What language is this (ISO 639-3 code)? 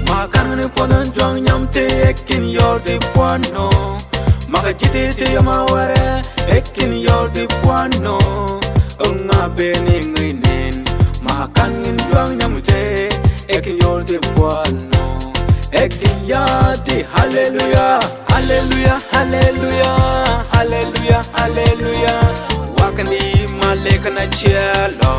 mfz